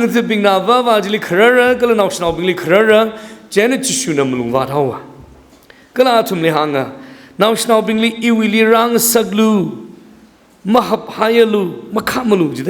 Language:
Tangkhul Naga (India)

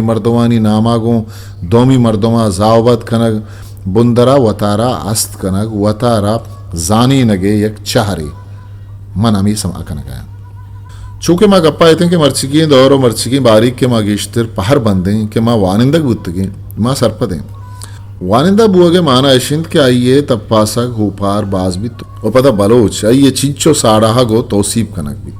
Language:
Eastern Balochi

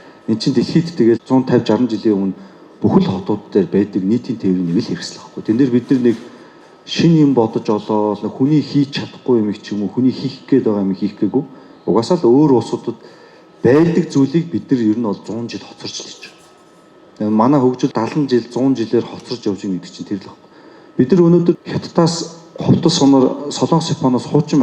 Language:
Mongolian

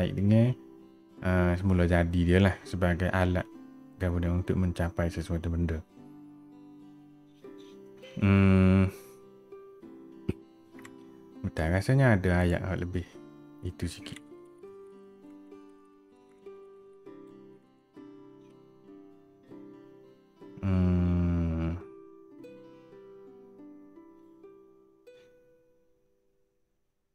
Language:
Malay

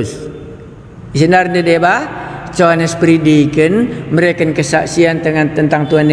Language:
Batak Karo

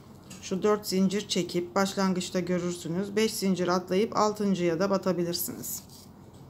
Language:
Turkish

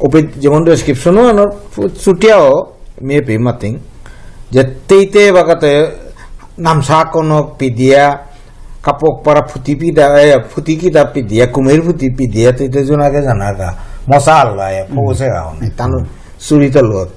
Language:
Bishnupriya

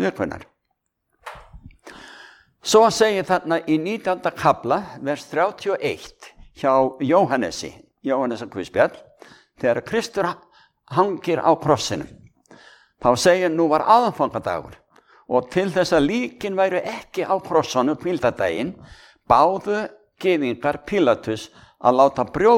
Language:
Icelandic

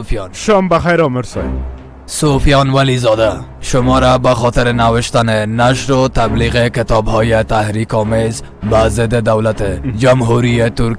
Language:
Persian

